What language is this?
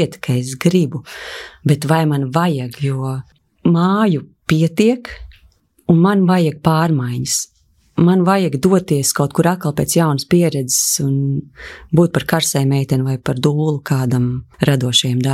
Latvian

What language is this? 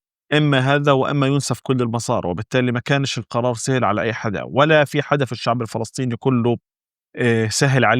North Levantine Arabic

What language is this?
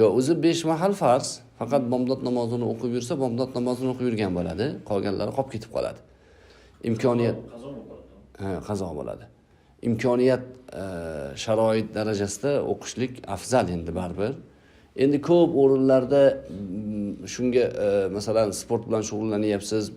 Uzbek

